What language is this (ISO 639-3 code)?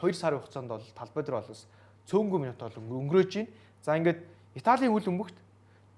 mon